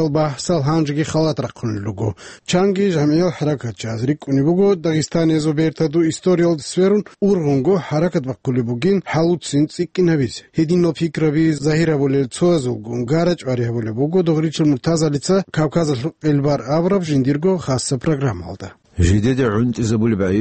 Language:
Avaric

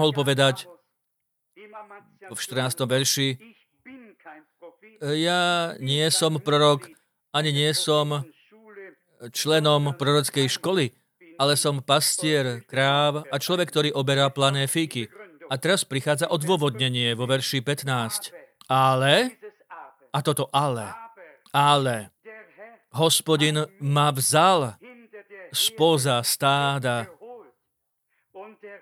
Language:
Slovak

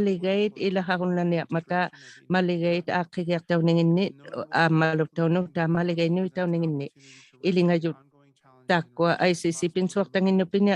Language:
Inuktitut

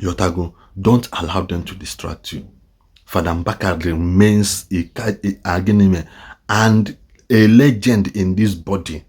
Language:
Igbo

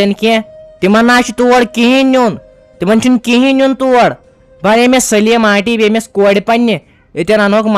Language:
Kashmiri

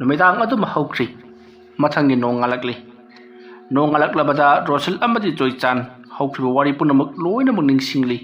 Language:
Manipuri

